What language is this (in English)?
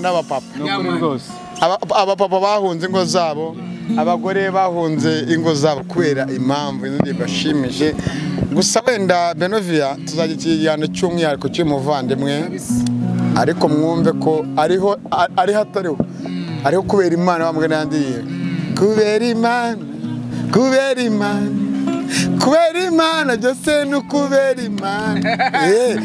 Kinyarwanda